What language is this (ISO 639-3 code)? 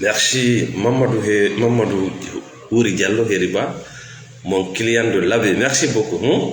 ful